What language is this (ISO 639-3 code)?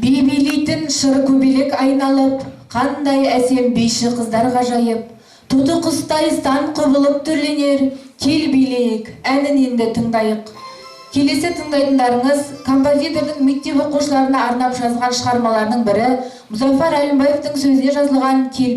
kaz